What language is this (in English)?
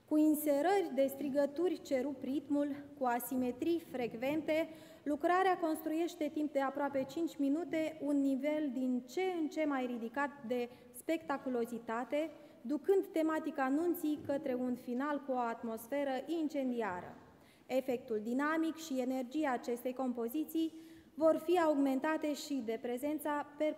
Romanian